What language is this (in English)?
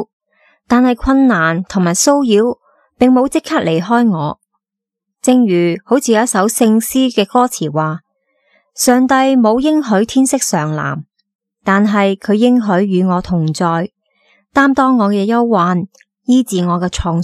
Cantonese